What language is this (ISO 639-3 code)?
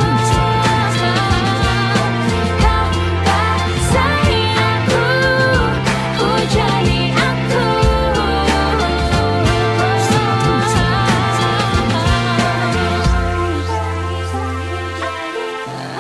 ind